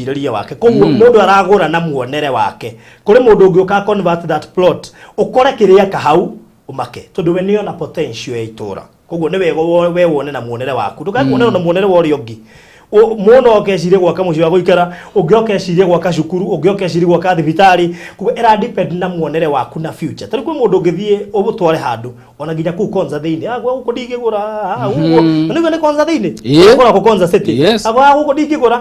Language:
Kikuyu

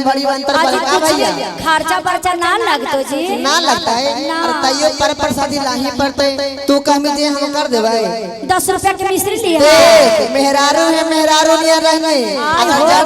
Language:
Magahi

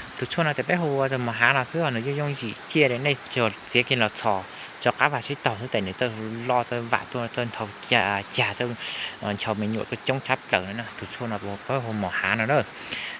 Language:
Hmong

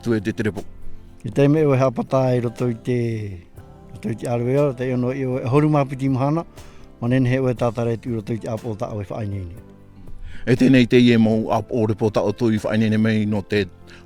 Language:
Tahitian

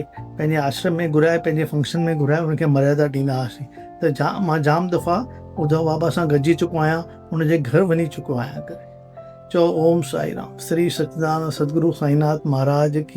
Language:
Sindhi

